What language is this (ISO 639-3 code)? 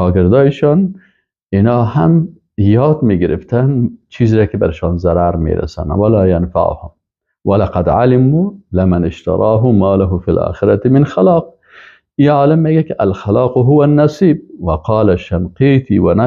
fas